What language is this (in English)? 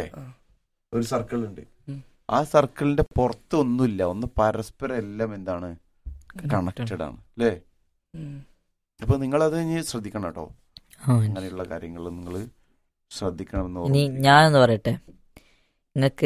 Malayalam